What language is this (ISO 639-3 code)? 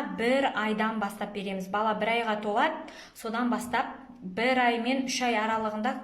kaz